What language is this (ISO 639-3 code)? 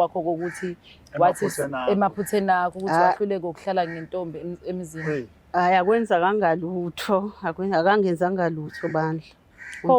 zul